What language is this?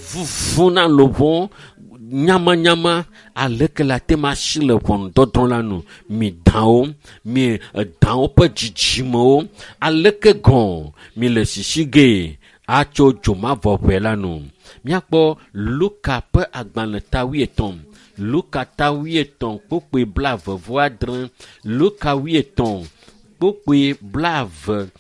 Ewe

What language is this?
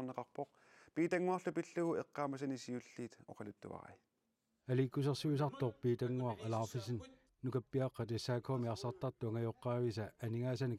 Kalaallisut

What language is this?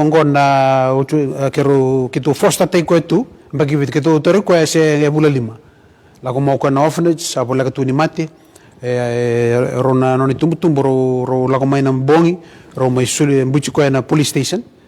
Fijian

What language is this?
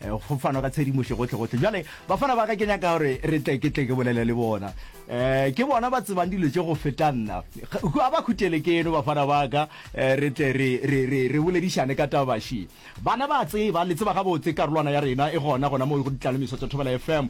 Northern Sotho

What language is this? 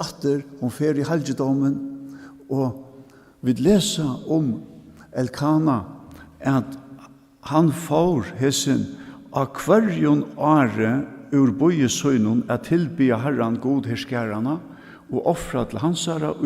Faroese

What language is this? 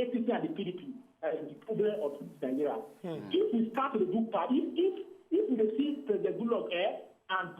Nigerian Pidgin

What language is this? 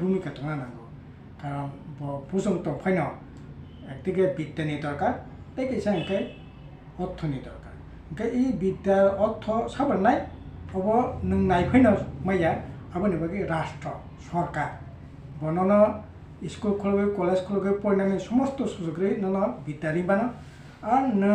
Kok Borok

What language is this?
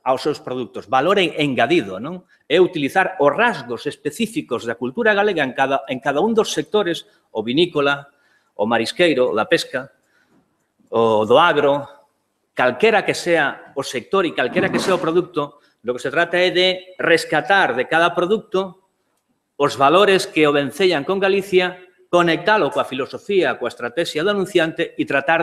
Galician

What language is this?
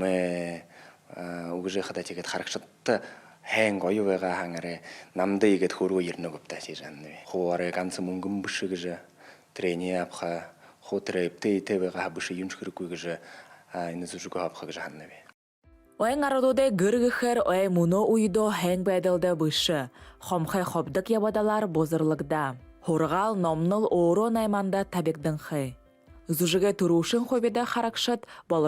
Buriat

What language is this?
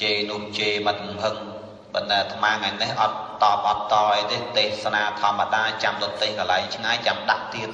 Khmer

